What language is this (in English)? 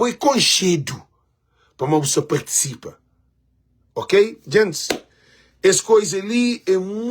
Kabuverdianu